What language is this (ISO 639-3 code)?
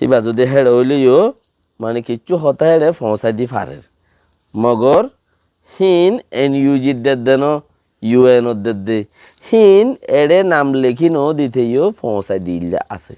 rhg